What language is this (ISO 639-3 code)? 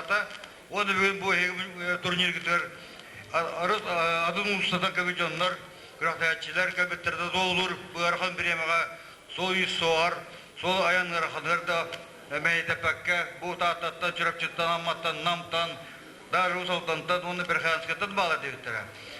sah